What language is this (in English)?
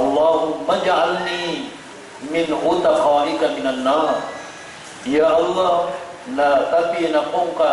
Maranao